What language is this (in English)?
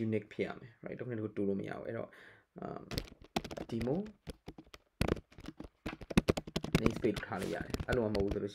Burmese